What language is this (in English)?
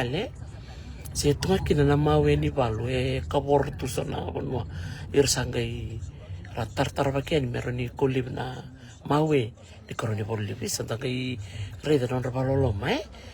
Fijian